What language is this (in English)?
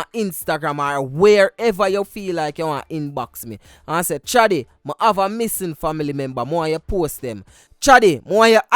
Jamaican Creole English